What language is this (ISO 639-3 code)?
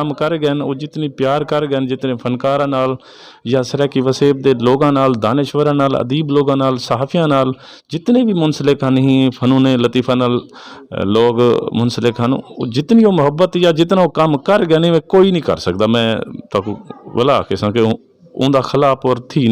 skr